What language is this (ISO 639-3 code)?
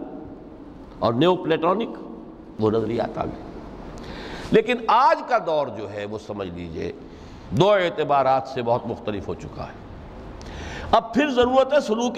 urd